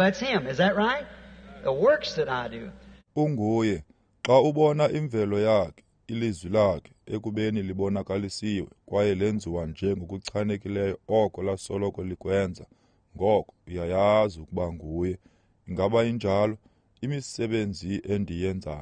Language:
Xhosa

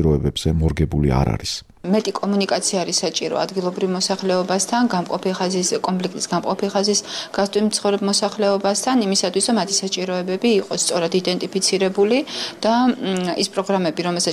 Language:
Georgian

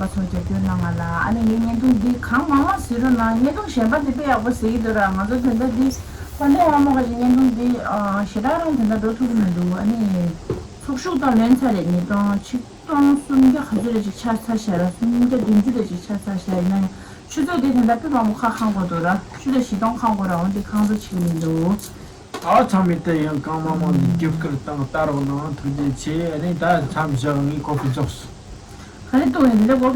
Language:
Tibetan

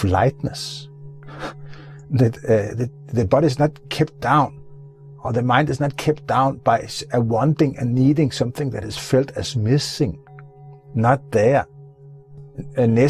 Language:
English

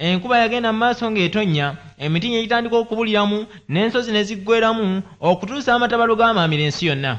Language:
Ganda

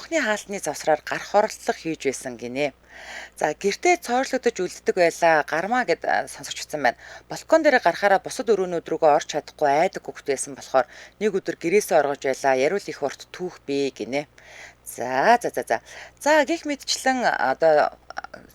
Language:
Mongolian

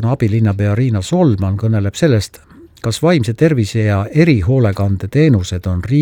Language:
Estonian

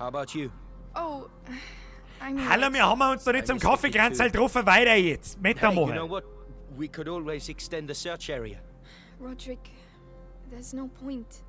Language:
Bavarian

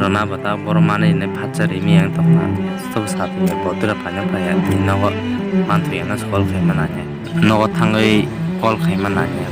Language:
Kok Borok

